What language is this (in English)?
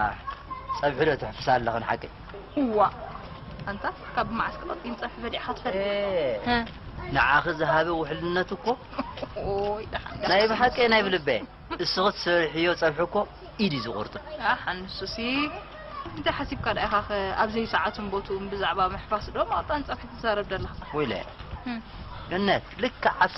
Tigrinya